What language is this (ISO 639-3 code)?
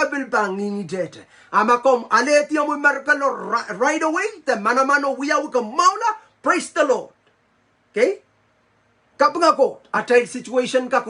pon